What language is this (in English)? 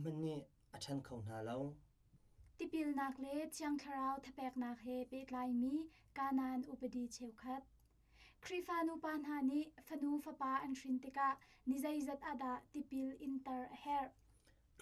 Hakha Chin